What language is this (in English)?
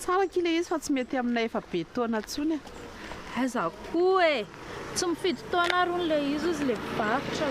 Malagasy